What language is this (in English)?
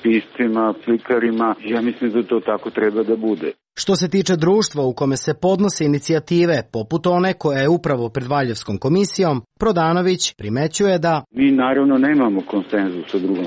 Serbian